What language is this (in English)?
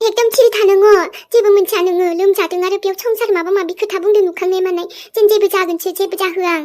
Bodo